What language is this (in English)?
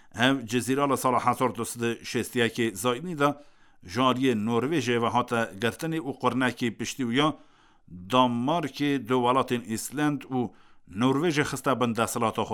Kurdish